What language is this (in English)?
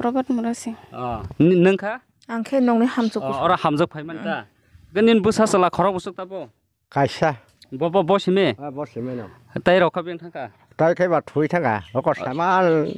Kok Borok